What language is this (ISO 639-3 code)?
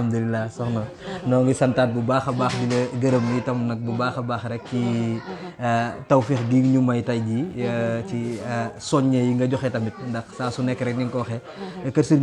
wol